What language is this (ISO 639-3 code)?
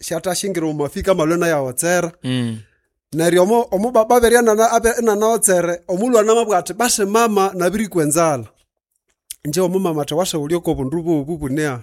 nnb